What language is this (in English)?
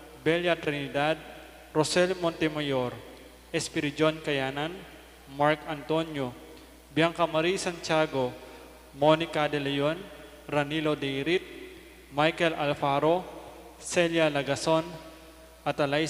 Pampanga